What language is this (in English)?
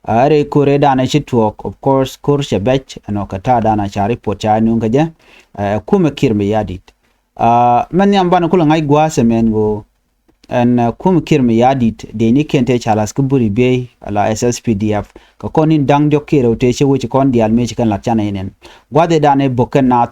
Nuer